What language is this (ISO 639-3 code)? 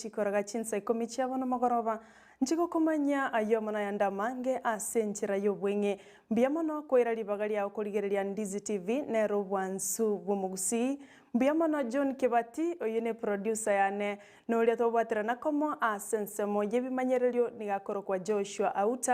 guz